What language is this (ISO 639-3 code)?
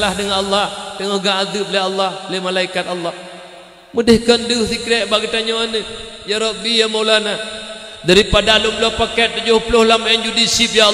ace